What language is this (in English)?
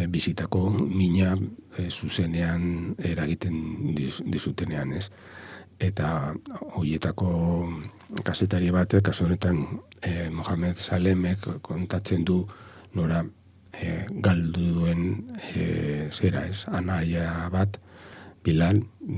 Basque